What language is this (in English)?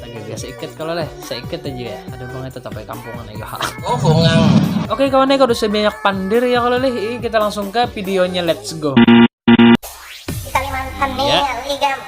Banjar